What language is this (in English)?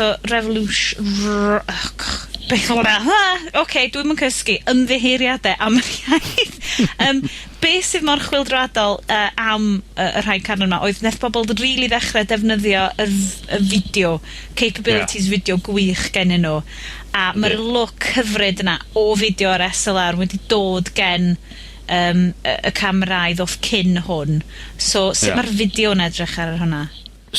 Welsh